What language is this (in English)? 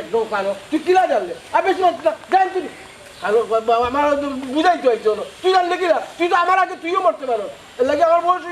Sylheti